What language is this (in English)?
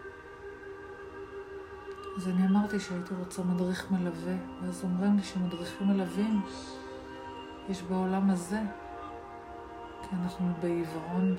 Hebrew